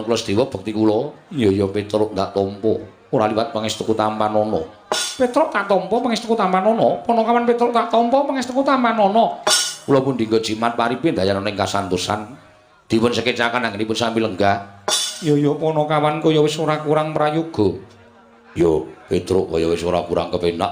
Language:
Javanese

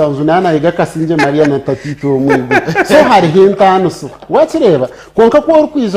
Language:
Nyankole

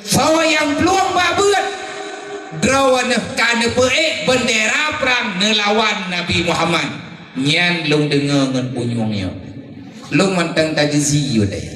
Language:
Achinese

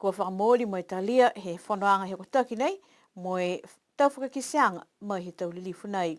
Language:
Niuean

